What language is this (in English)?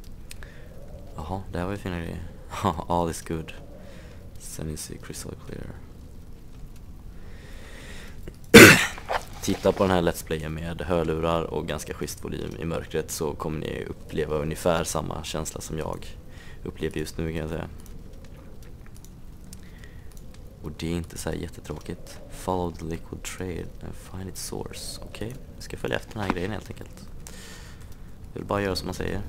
Swedish